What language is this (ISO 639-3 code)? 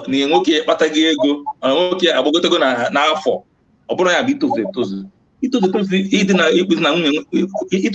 ibo